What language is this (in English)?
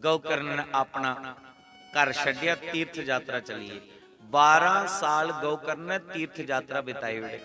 Dogri